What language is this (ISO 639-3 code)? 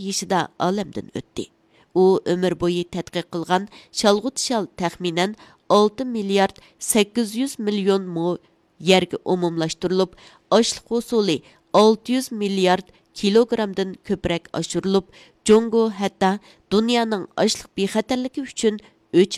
uig